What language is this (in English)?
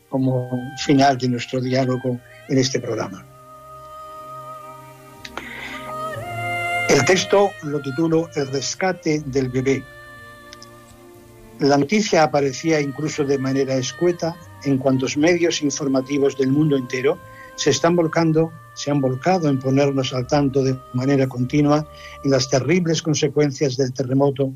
Spanish